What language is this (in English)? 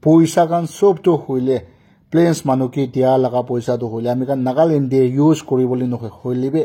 Naga Pidgin